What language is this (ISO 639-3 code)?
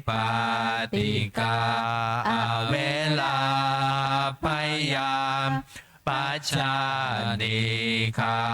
pli